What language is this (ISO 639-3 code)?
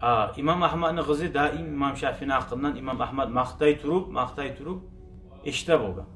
kum